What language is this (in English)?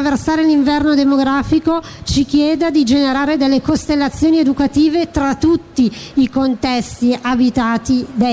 Italian